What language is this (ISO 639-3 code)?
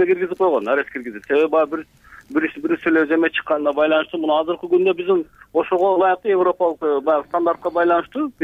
kir